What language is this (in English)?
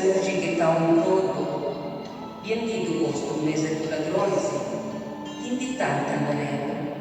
Sardinian